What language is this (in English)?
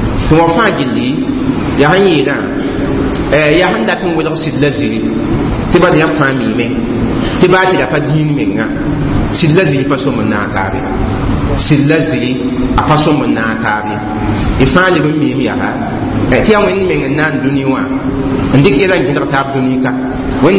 Mossi